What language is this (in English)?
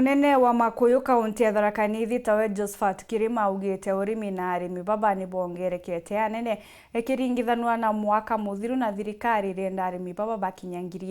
Meru